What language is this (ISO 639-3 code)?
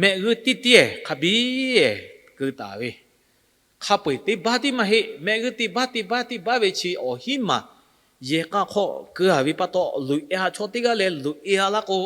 lhu